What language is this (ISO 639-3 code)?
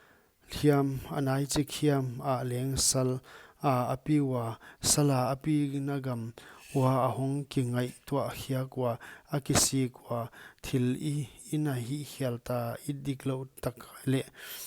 pck